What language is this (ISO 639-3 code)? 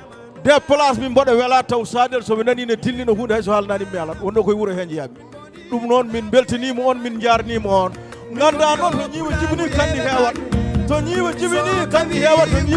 ful